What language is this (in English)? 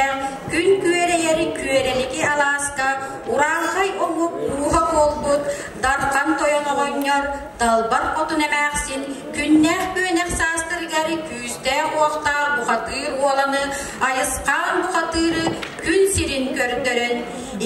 Yakut